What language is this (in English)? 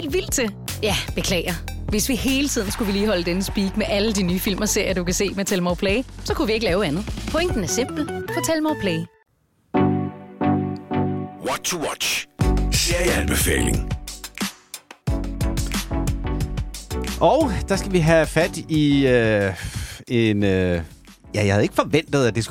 Danish